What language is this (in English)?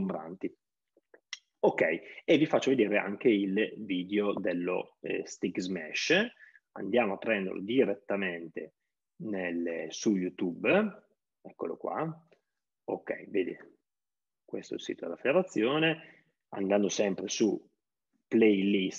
Italian